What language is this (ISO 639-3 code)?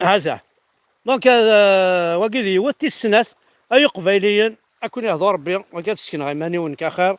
kab